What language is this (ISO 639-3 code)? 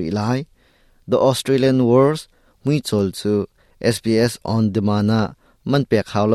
cnh